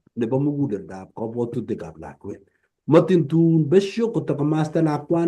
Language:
Kalenjin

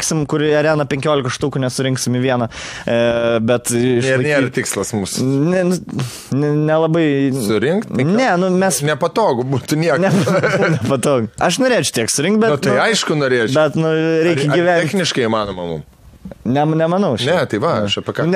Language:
Lithuanian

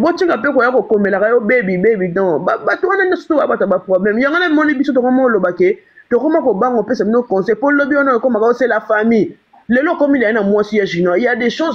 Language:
Lingala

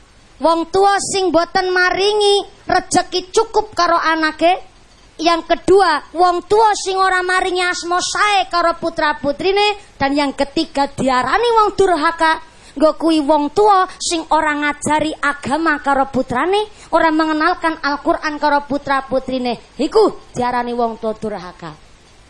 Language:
Javanese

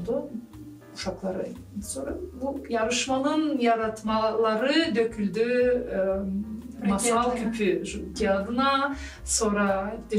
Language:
Gagauz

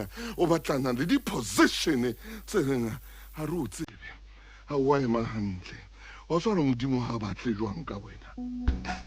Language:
Southern Sotho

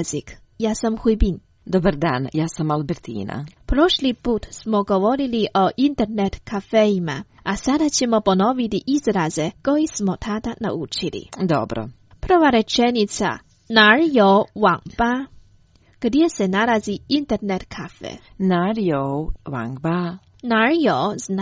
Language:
Croatian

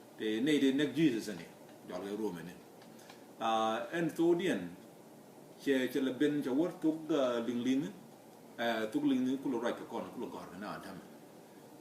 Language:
Nuer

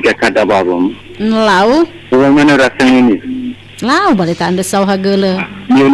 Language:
Nias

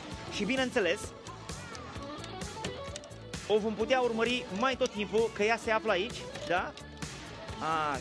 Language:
Romanian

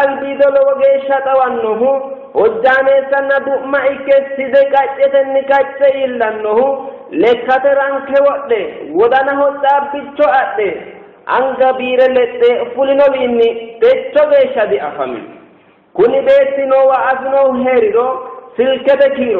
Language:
Sidamo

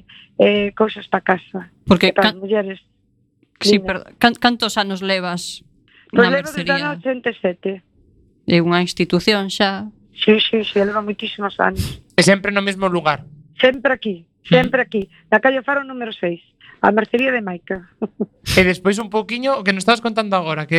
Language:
Galician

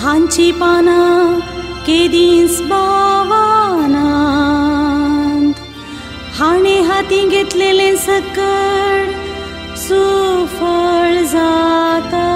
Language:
Konkani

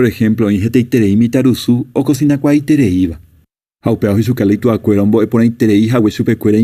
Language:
Guarani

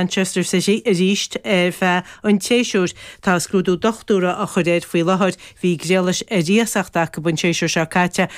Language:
Irish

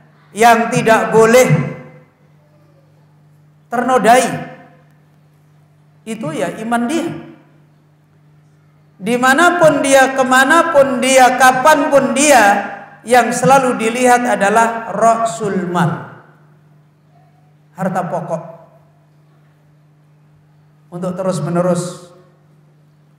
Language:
Indonesian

